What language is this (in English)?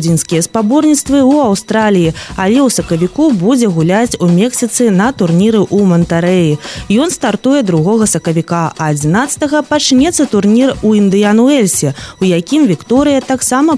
Belarusian